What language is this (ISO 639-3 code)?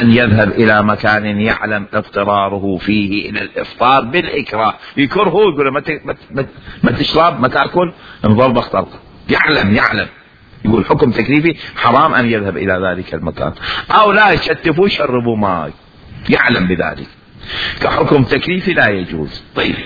acm